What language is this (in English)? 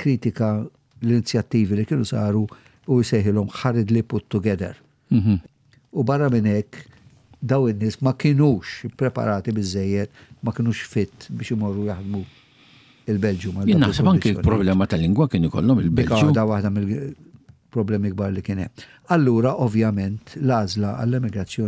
Maltese